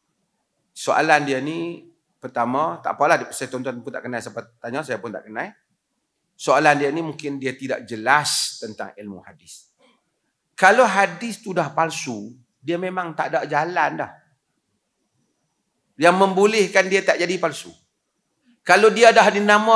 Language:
Malay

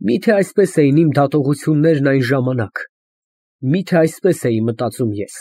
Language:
Armenian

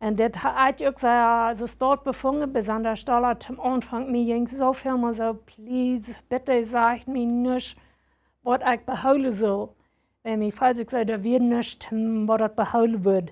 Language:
Plautdietsch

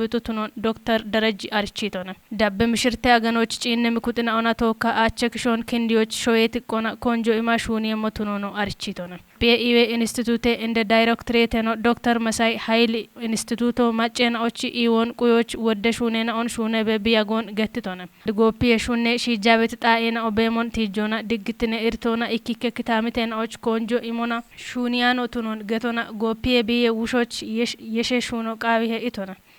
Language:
Kafa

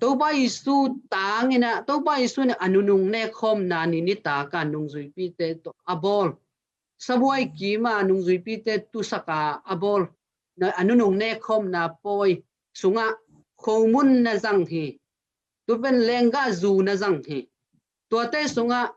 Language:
Tedim Chin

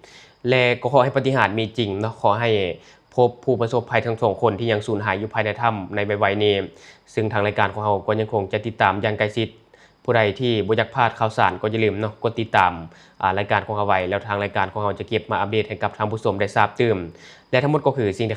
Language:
Lao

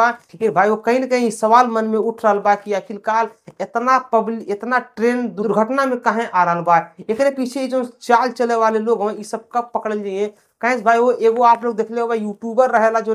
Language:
Bhojpuri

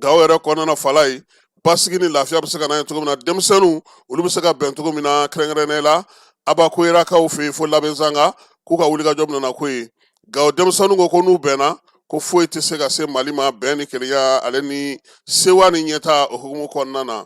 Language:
Bambara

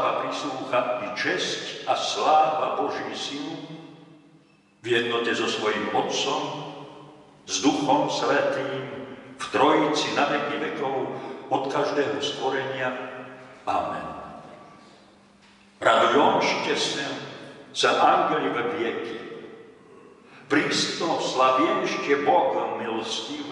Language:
Slovak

